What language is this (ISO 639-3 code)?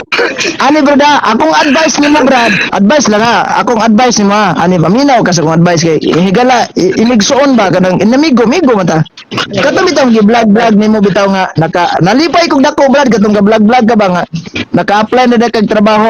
ceb